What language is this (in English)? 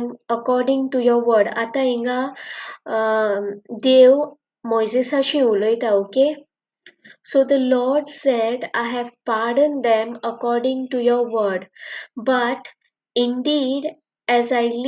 Konkani